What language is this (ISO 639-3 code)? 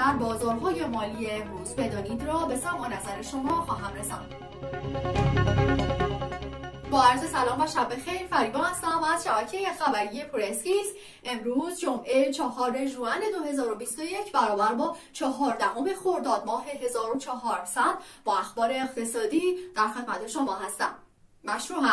fas